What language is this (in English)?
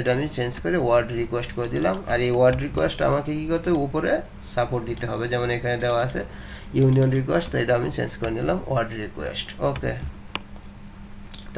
Bangla